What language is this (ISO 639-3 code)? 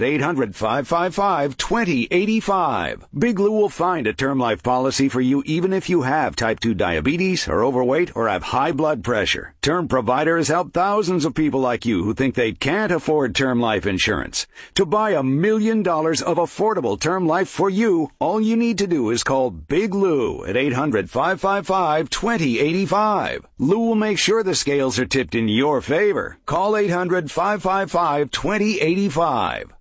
eng